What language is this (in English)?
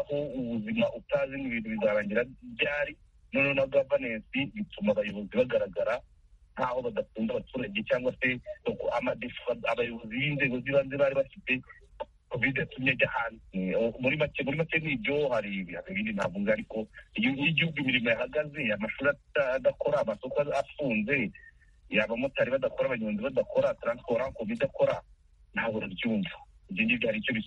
Kinyarwanda